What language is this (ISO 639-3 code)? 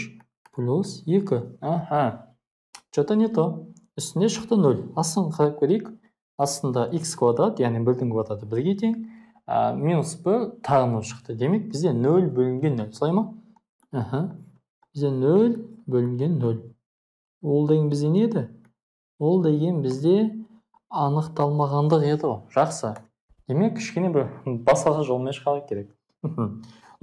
kaz